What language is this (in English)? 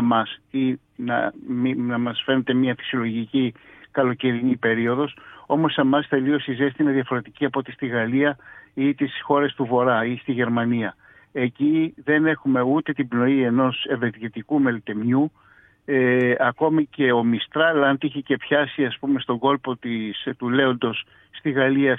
Greek